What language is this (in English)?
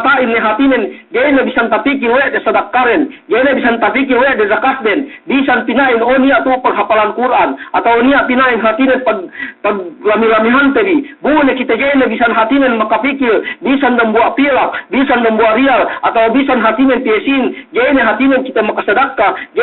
Yakan